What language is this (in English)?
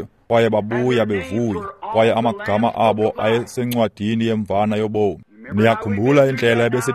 Xhosa